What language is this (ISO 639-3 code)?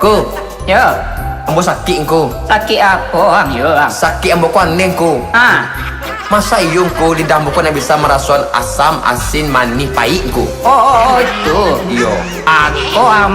min